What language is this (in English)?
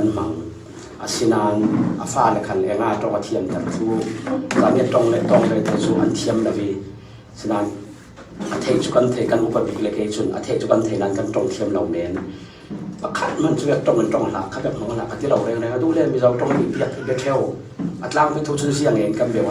Falam Chin